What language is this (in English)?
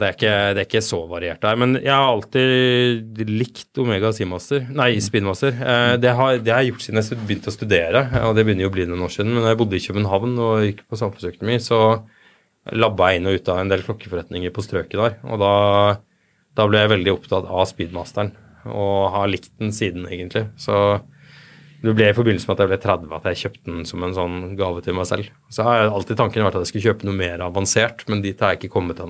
Norwegian